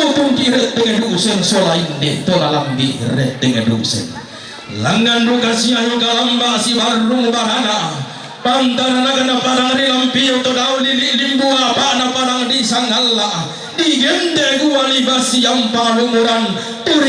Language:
Toraja-Sa'dan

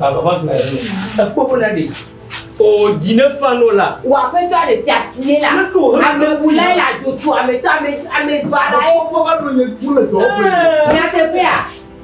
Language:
Ewe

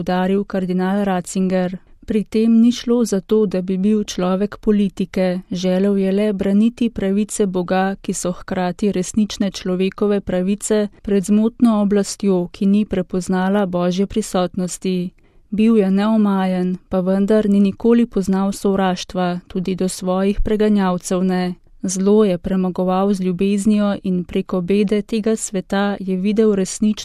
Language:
Slovenian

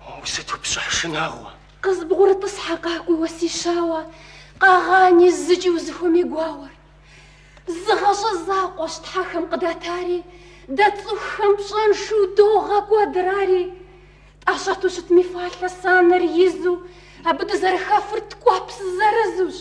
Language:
Kabardian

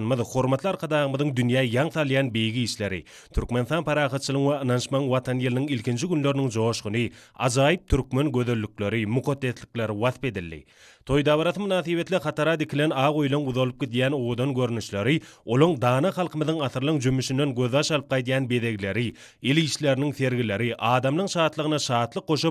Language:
Turkmen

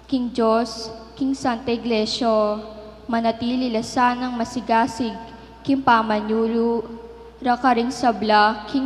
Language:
Pampanga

